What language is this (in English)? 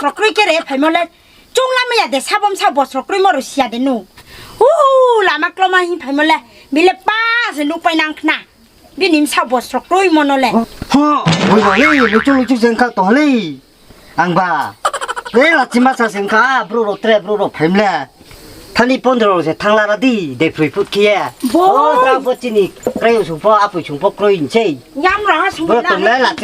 Riang (India)